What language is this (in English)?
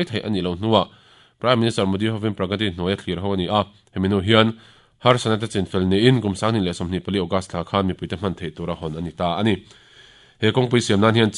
Mizo